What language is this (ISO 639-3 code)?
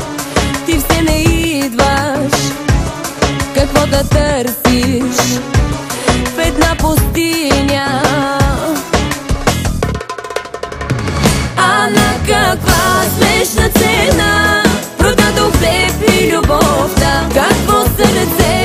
bul